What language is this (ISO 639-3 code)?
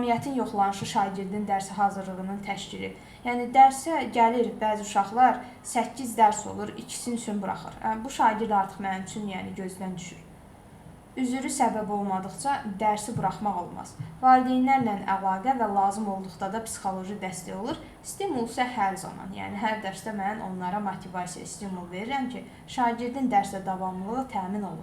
aze